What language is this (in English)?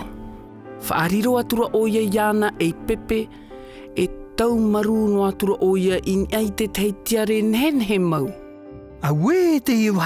Tahitian